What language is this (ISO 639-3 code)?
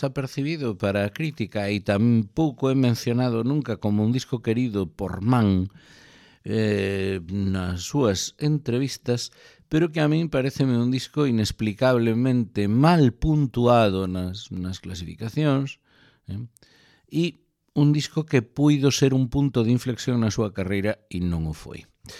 glg